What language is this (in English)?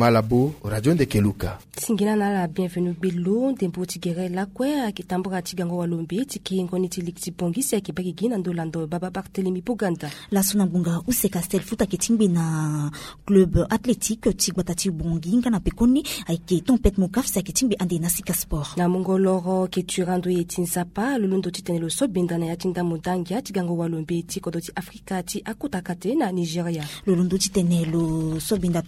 Sango